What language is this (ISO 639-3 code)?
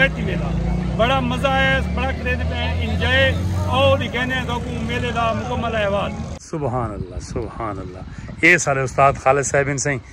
skr